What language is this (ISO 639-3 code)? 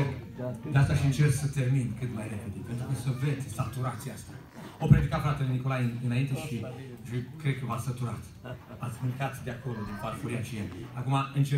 ron